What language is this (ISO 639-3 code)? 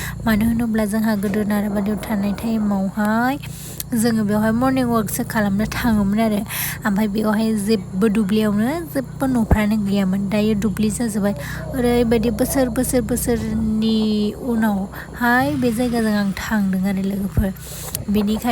brx